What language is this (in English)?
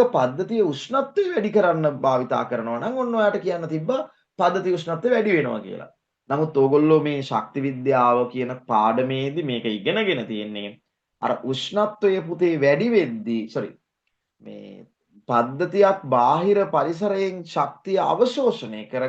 Sinhala